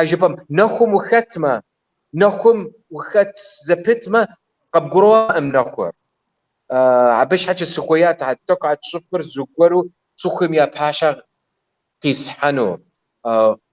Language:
Kabardian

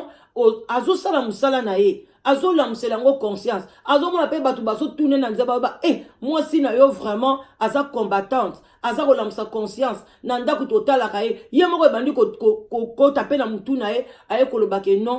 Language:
Lingala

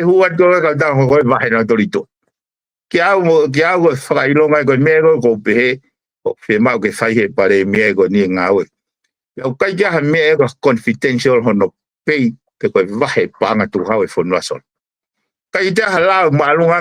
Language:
Tongan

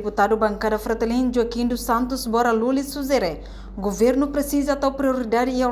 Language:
Tetum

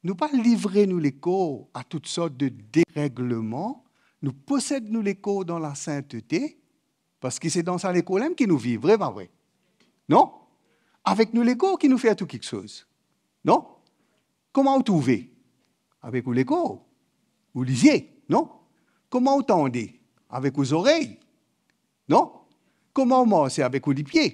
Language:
Morisyen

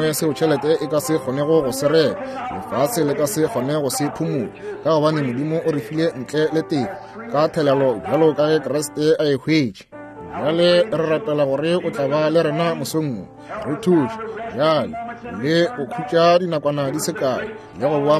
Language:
Northern Sotho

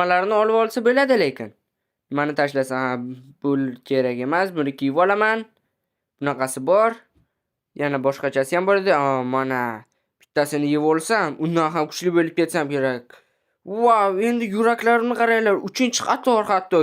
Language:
Uzbek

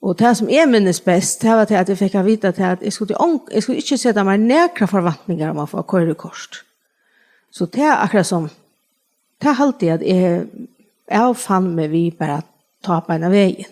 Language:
Faroese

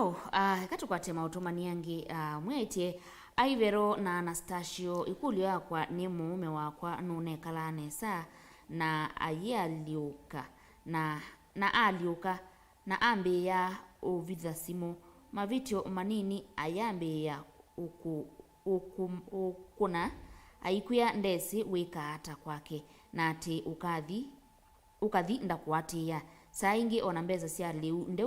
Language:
Kamba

